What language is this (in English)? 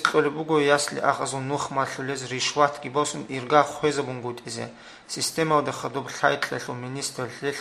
Avaric